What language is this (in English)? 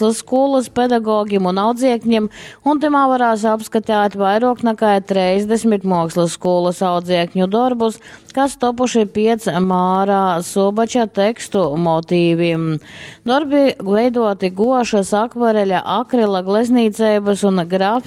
Latgalian